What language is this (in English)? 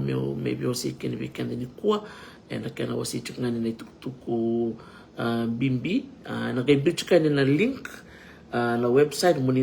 Fijian